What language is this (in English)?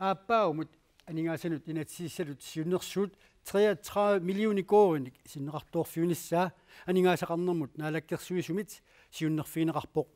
Kalaallisut